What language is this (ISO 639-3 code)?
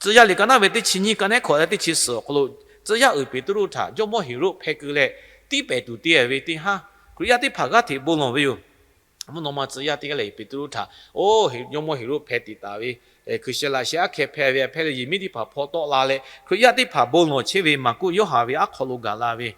lhu